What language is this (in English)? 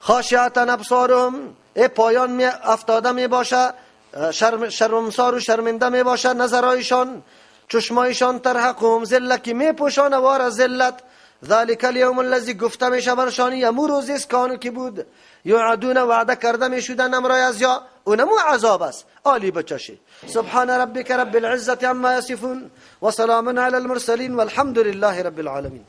Persian